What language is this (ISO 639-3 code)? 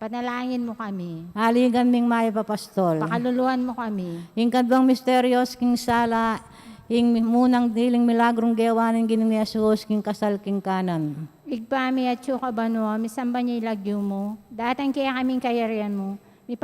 pam